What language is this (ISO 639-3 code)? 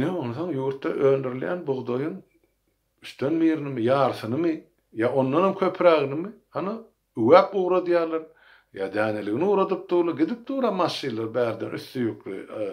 tuk